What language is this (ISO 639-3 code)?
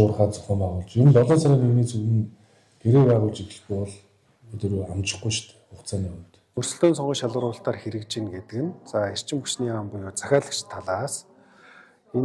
mon